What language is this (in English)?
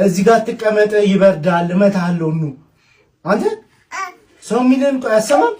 Amharic